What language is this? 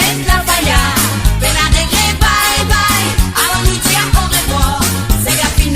Morisyen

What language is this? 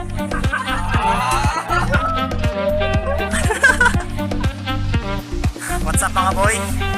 Cebuano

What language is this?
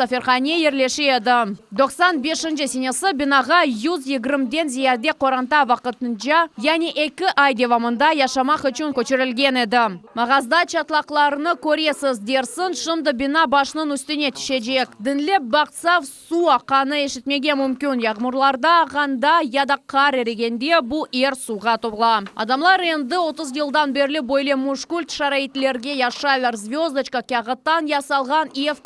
Crimean Tatar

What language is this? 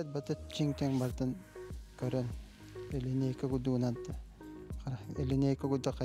Yakut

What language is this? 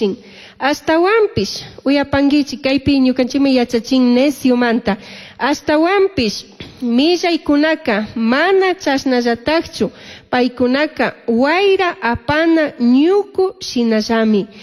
Chimborazo Highland Quichua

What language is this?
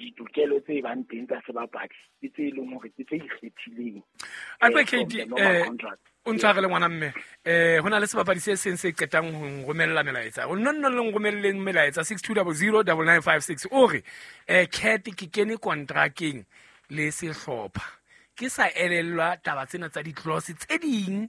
Southern Sotho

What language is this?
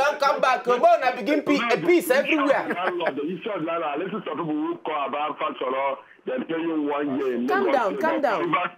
Nigerian Pidgin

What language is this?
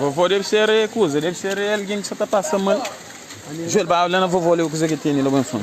Kabuverdianu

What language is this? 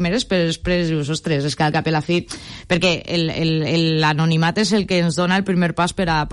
Catalan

